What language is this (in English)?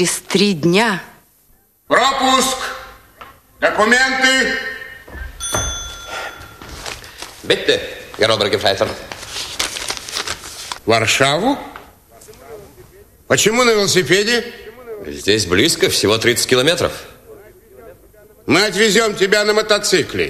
Russian